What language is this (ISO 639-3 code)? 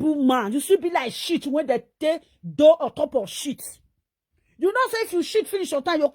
pcm